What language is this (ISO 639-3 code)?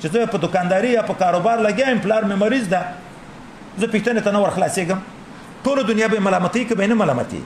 pus